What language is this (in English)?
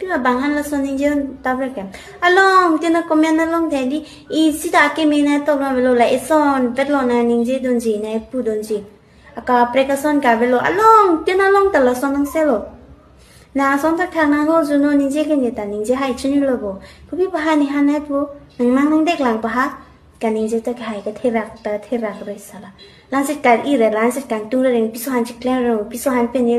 Karbi